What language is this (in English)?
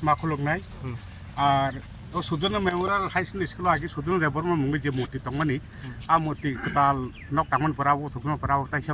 Kok Borok